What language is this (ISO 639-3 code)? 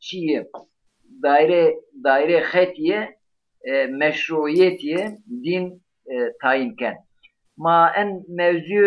zza